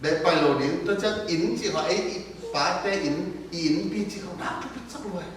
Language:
Tedim Chin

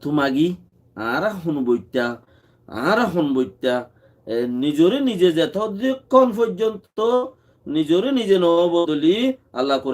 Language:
Rohingya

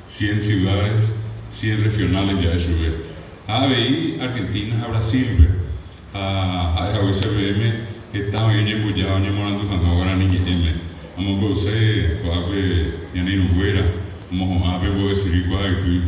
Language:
Guarani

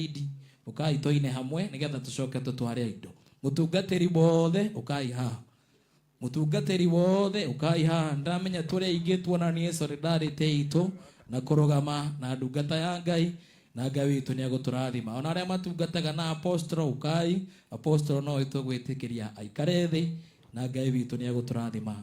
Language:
Kikuyu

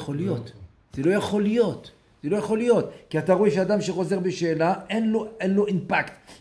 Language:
Hebrew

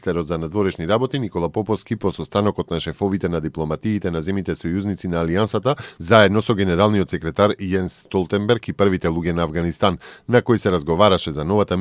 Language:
Macedonian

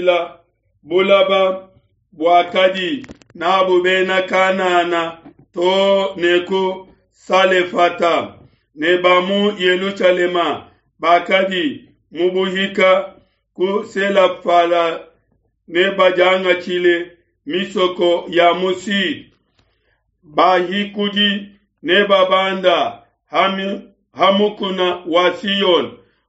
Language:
Luba-Lulua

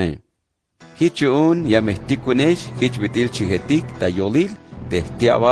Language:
Tzeltal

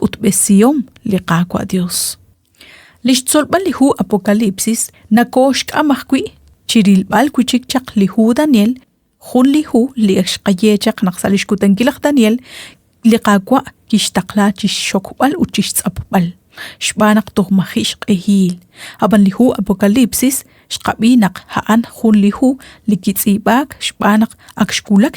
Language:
Kekchí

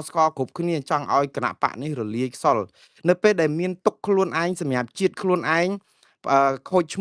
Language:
Khmer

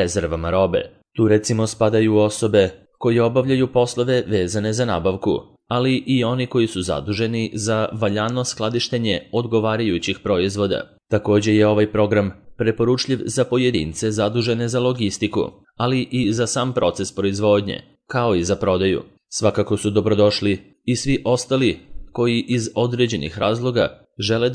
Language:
Serbian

